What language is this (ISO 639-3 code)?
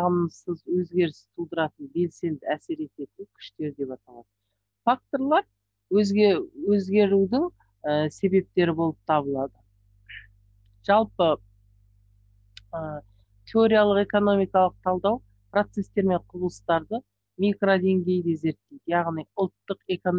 kaz